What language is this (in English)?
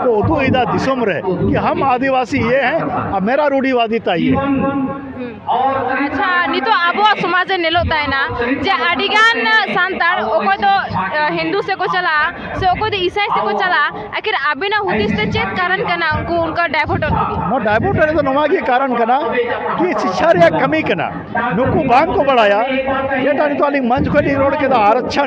Santali